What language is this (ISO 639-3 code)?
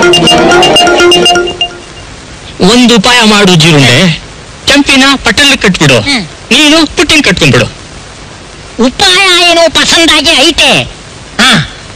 kan